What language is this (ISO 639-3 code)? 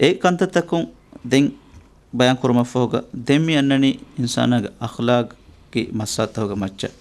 div